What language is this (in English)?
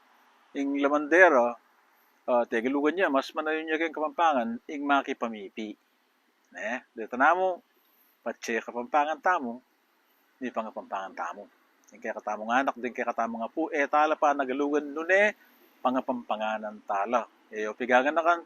Pampanga